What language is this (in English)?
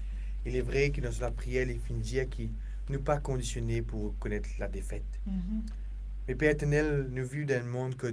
Morisyen